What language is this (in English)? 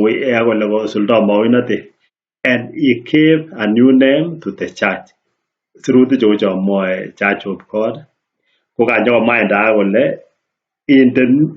Kalenjin